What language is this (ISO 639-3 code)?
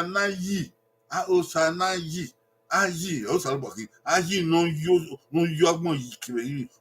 bin